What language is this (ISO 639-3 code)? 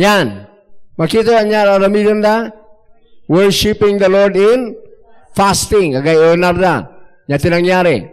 ilo